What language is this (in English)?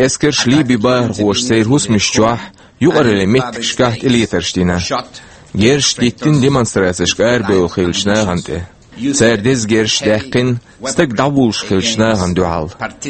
Chechen